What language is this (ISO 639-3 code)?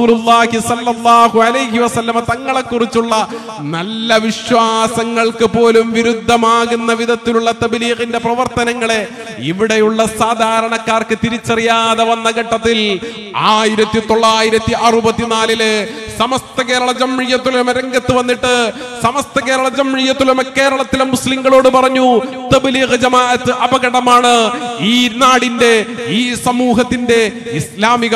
mal